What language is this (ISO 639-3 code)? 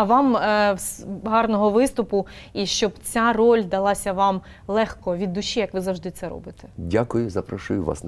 ukr